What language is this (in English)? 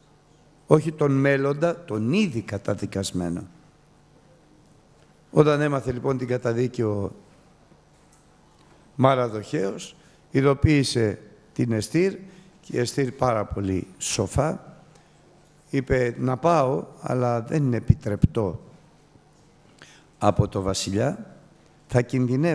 Greek